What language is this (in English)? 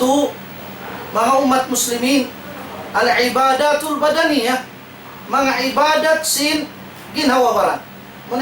Tausug